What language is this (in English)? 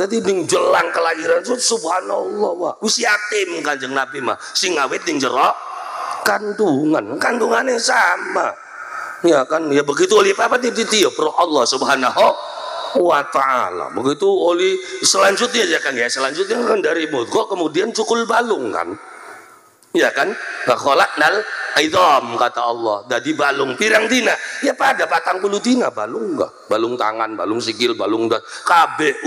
Javanese